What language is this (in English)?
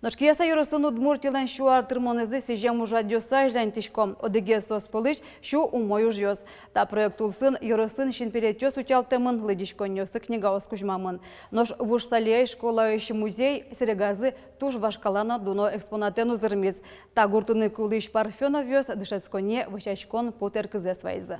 Udmurt